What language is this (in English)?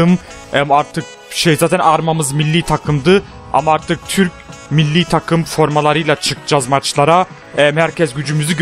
Turkish